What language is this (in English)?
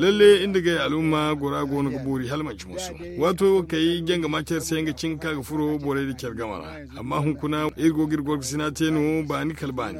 Zarma